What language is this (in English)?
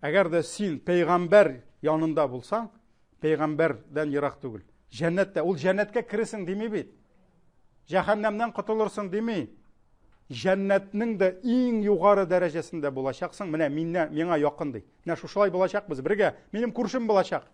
Tatar